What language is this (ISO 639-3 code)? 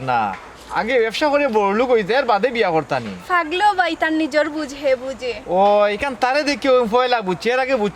syl